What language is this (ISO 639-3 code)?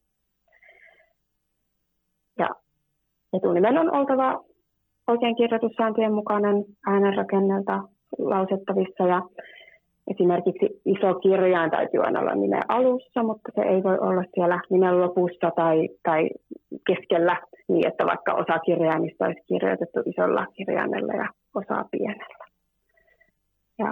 fin